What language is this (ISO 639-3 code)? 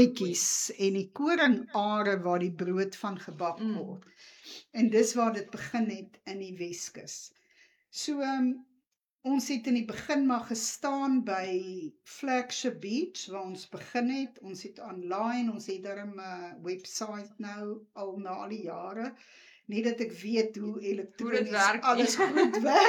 afr